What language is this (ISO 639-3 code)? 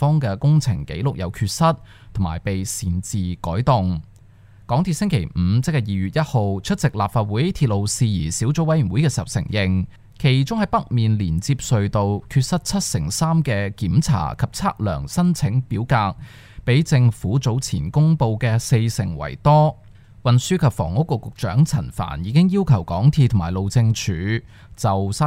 yue